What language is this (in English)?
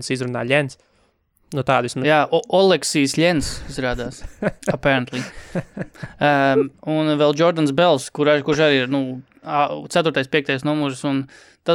Latvian